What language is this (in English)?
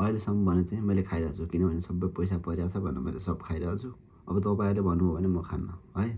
Nepali